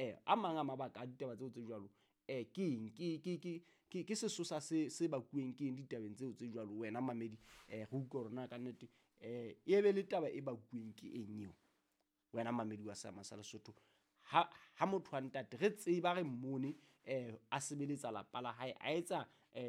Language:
Southern Sotho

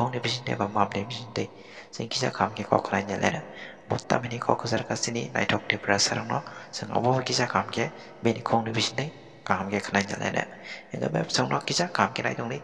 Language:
Kok Borok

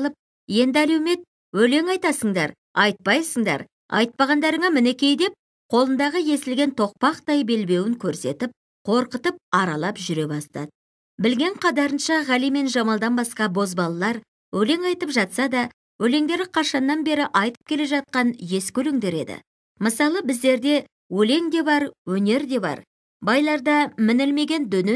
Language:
Kazakh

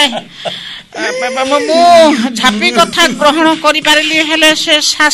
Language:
Odia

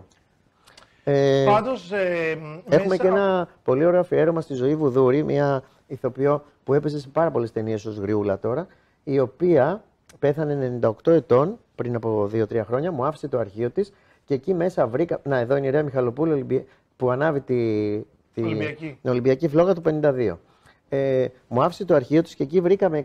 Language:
Greek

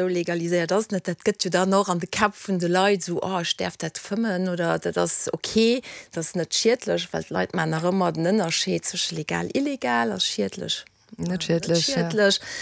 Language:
Luxembourgish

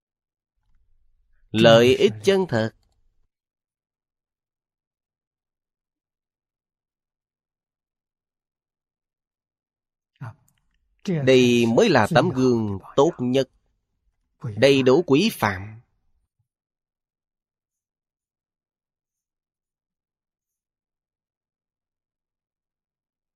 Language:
Vietnamese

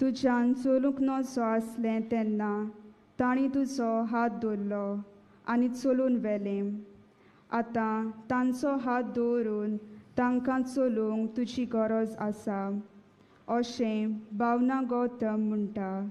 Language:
Konkani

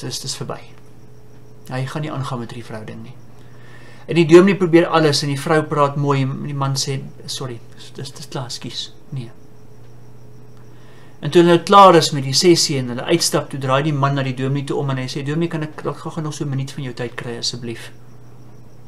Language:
Afrikaans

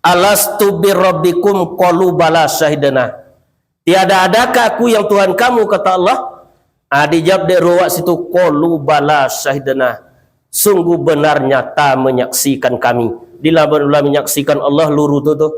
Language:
Minangkabau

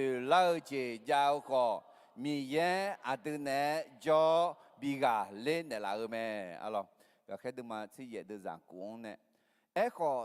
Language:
Akha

